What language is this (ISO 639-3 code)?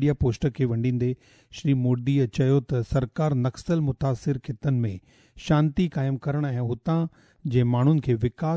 snd